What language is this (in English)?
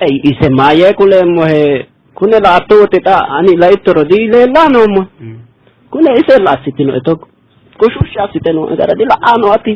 Sidamo